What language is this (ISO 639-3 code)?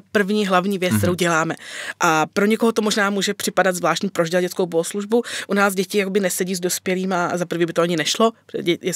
ces